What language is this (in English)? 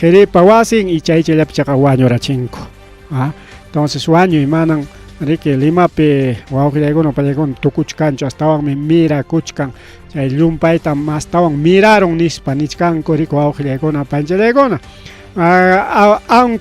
Ayacucho Quechua